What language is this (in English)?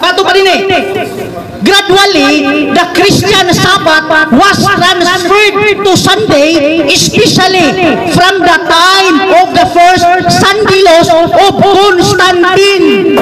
Cebuano